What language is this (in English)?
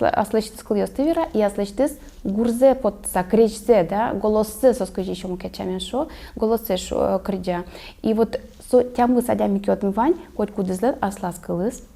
Udmurt